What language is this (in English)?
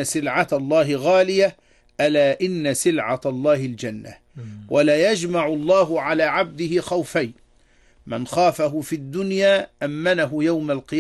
Arabic